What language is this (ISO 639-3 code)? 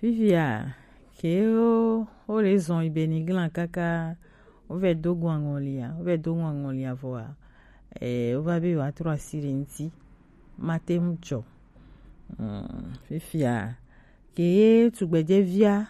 gej